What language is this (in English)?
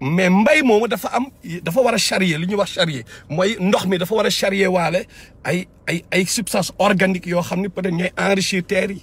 Wolof